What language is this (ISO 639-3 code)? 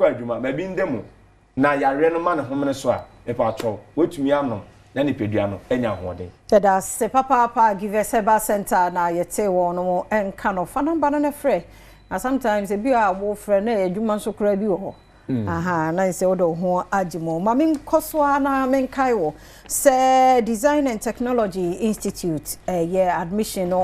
aka